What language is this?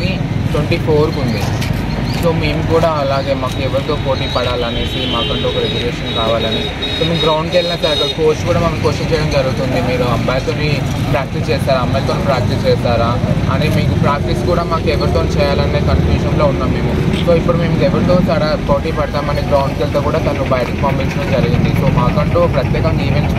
Telugu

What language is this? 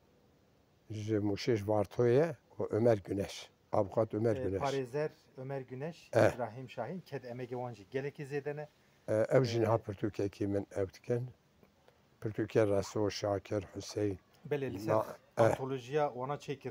Kurdish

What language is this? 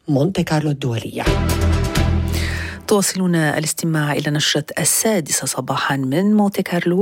Arabic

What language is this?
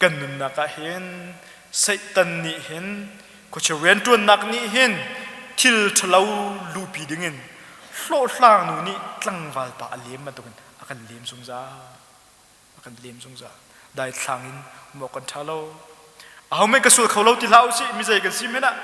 Hakha Chin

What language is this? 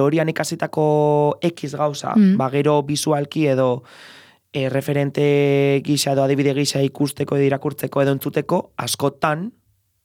Basque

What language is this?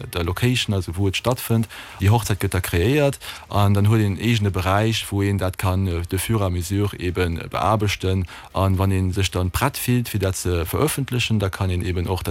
Luxembourgish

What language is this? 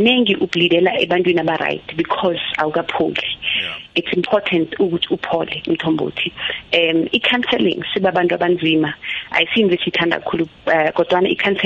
South Ndebele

